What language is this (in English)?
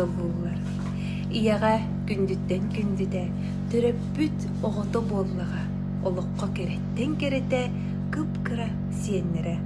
Yakut